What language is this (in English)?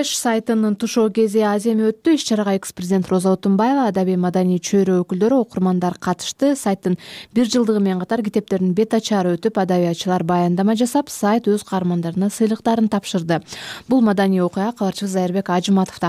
Kyrgyz